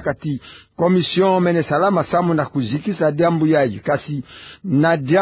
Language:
Kituba (Democratic Republic of Congo)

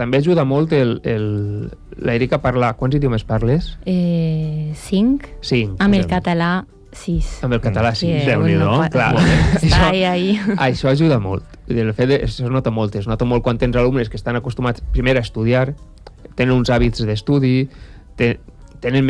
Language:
Catalan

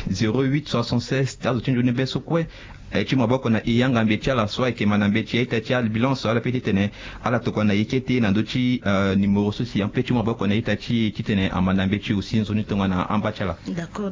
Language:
Sango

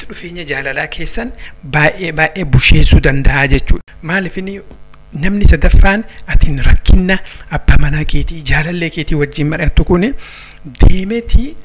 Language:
Oromo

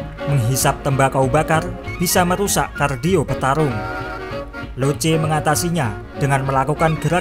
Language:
Indonesian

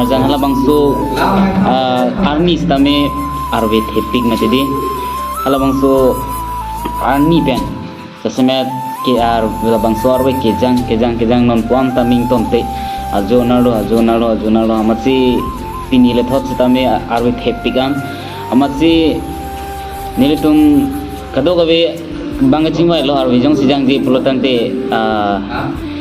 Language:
Karbi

